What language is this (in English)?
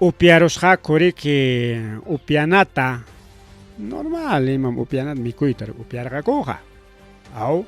Ayacucho Quechua